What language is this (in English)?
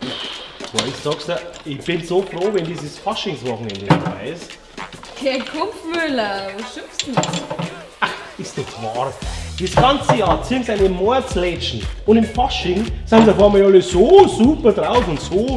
Bavarian